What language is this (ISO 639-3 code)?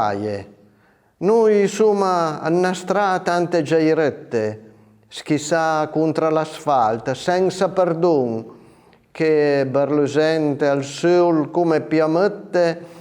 pms